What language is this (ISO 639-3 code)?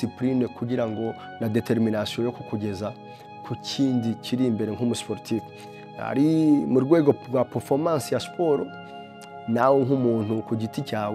kin